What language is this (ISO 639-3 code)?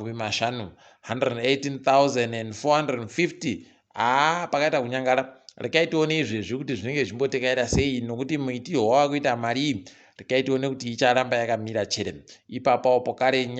ndc